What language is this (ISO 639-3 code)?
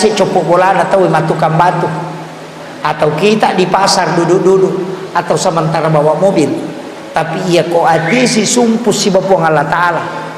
bug